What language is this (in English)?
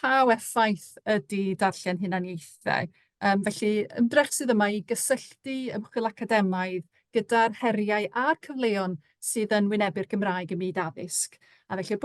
Welsh